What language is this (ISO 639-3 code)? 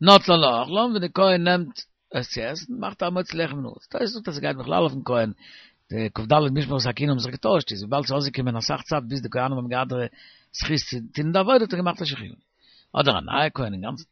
yid